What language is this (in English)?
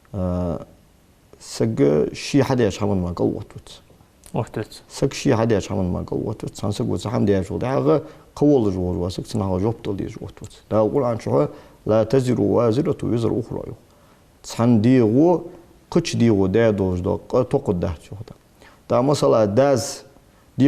Ingush